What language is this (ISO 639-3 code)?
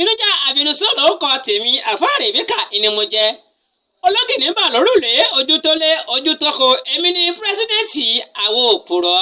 yor